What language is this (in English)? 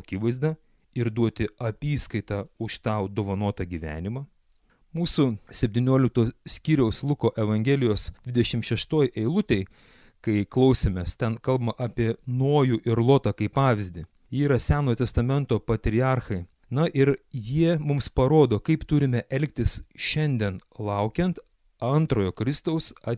Lithuanian